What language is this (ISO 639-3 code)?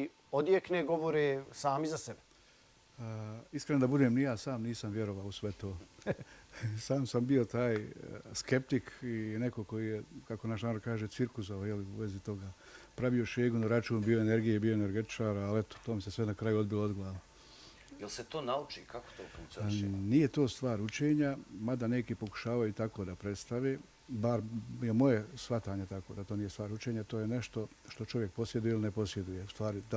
bos